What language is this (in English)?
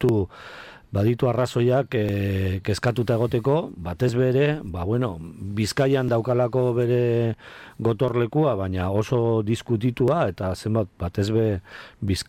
Basque